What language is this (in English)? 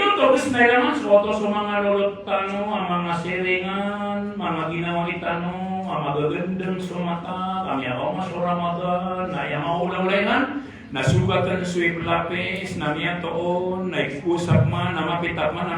Maranao